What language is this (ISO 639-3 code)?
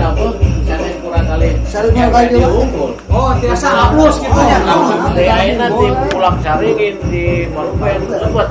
sun